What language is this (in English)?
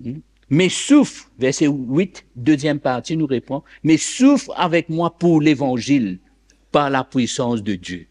Morisyen